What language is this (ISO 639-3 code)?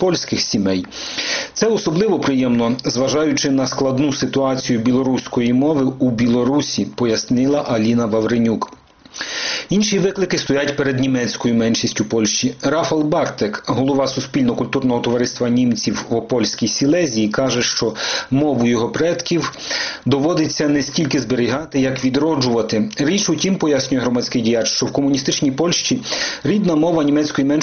ukr